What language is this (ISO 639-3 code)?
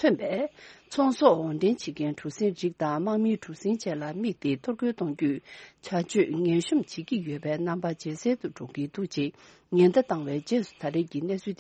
bod